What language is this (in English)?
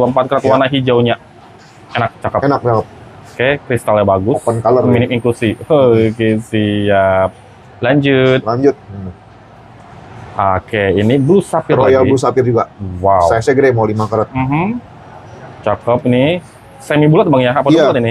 Indonesian